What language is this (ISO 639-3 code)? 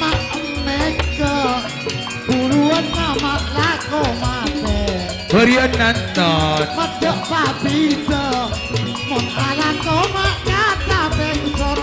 mad